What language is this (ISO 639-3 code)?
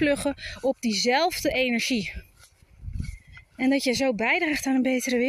nld